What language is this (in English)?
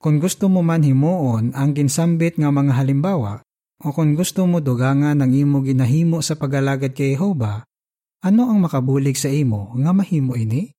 Hiligaynon